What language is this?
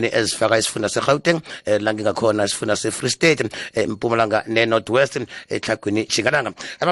South Ndebele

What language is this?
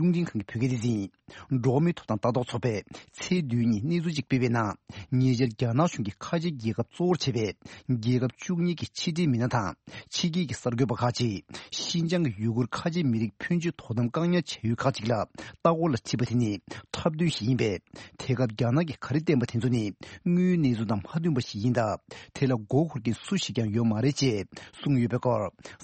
Tibetan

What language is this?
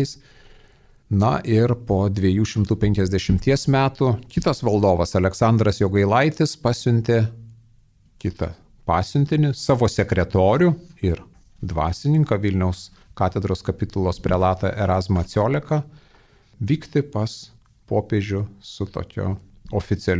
Lithuanian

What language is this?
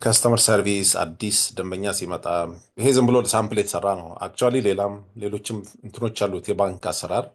Amharic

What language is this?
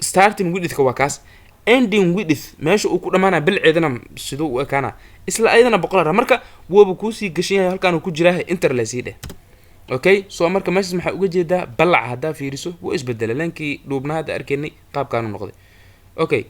Somali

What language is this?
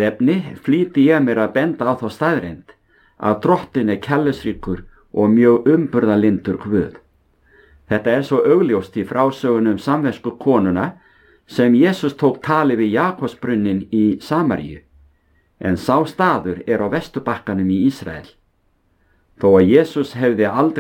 Icelandic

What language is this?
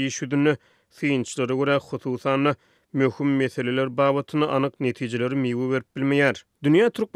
Turkmen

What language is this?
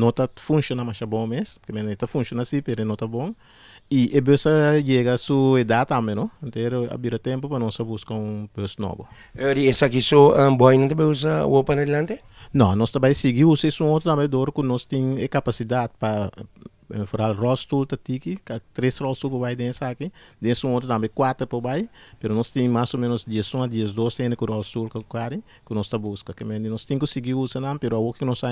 Papiamento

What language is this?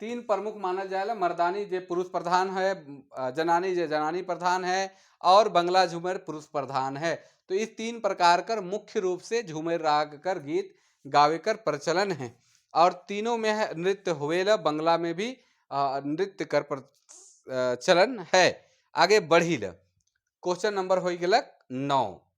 Sadri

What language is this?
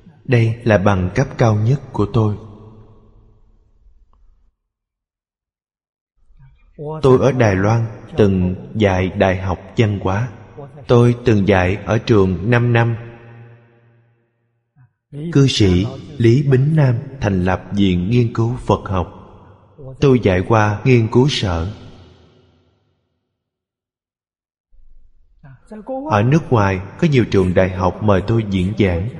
Vietnamese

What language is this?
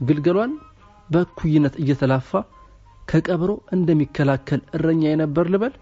Amharic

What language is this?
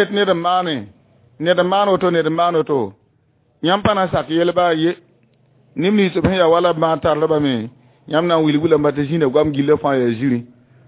Mossi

